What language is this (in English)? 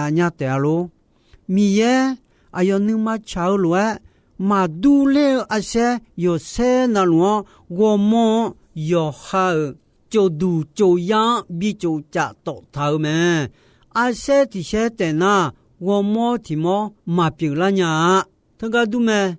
Akha